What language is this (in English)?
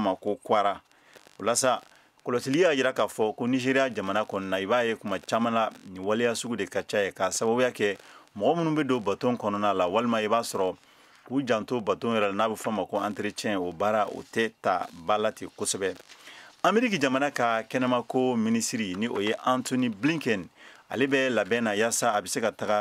Bambara